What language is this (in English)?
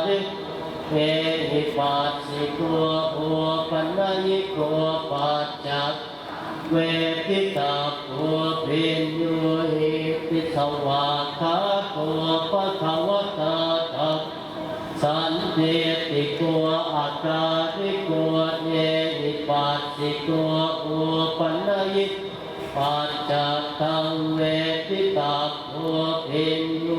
Pali